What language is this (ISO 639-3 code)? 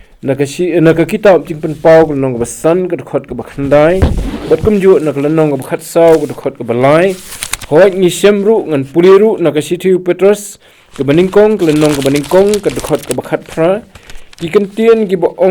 kha